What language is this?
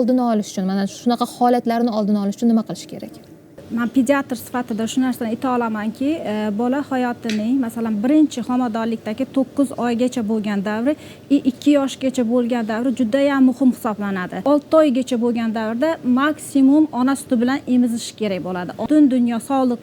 Uzbek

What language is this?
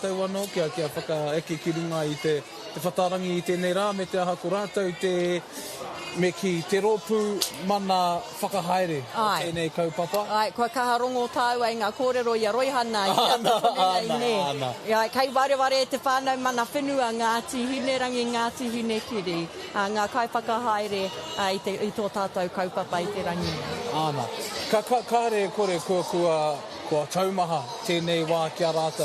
Māori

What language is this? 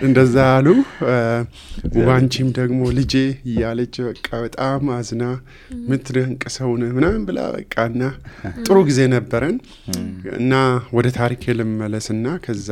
Amharic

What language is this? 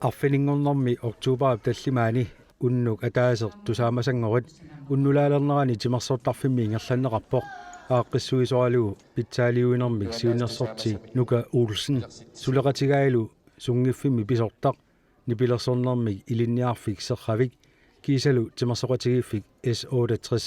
Kalaallisut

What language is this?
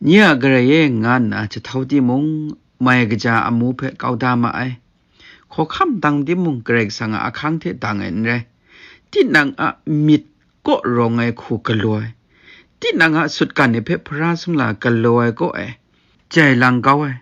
Kachin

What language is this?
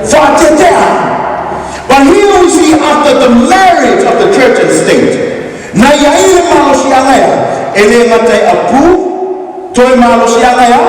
Samoan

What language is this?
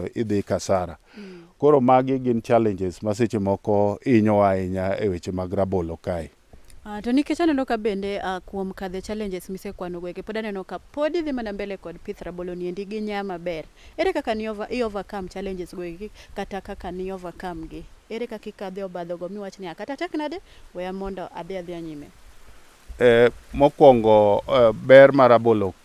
Luo (Kenya and Tanzania)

